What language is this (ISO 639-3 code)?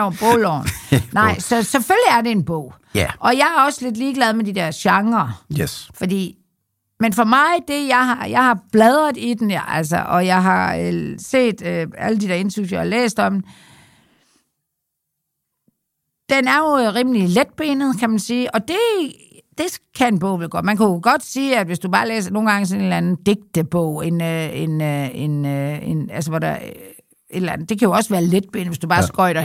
dan